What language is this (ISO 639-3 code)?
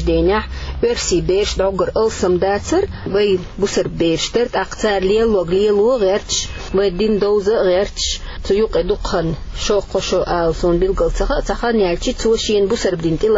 che